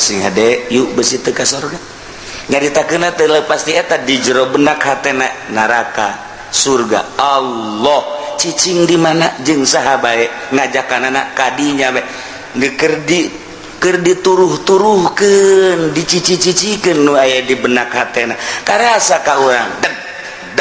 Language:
Sundanese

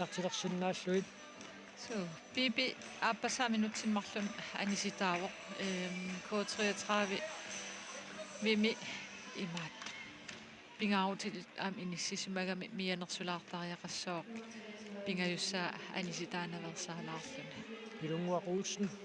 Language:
Kalaallisut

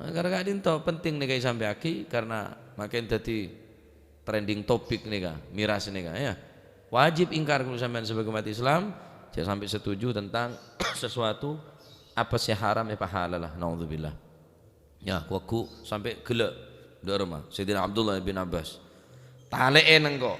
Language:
Madurese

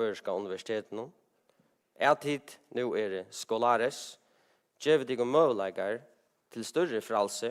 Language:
Faroese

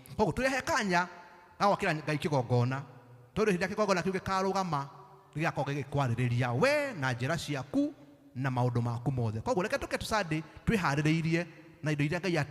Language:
Kikuyu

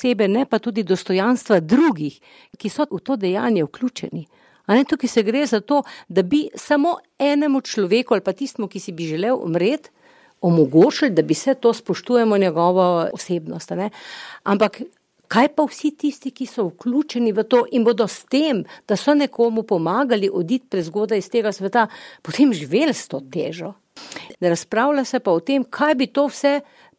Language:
Slovenian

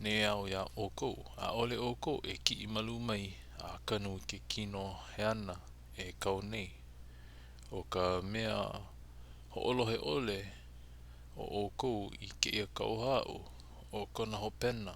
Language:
Hawaiian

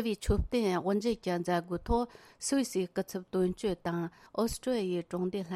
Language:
Tibetan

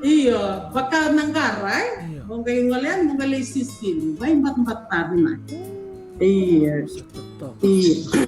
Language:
Fijian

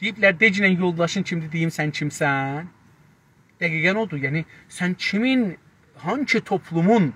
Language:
South Azerbaijani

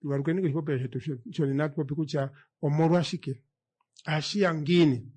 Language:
Kuanyama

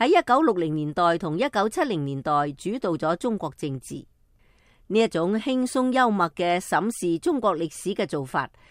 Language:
Cantonese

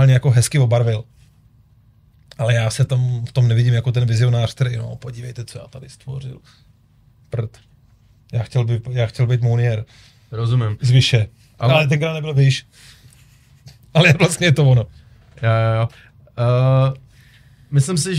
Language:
Czech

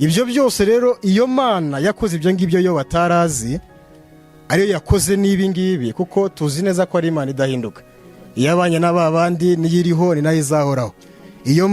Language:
Kinyarwanda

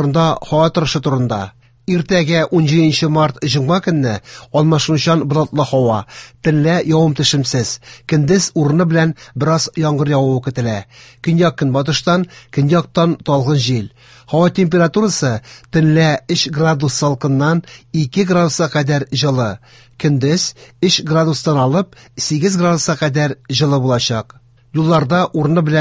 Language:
Tatar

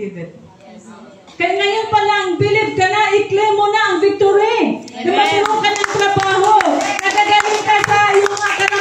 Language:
Filipino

